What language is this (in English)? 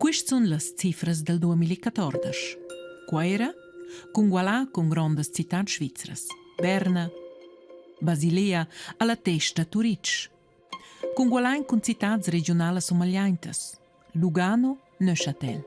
Romansh